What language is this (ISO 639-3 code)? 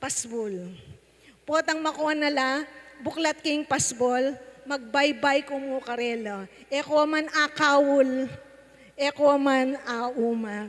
pam